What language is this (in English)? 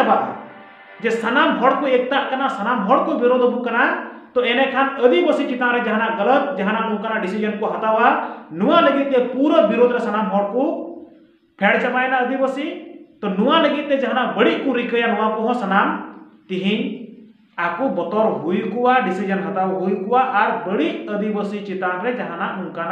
Santali